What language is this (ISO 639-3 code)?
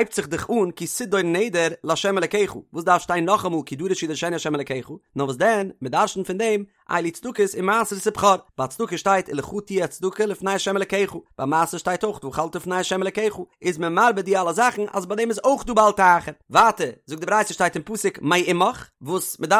yid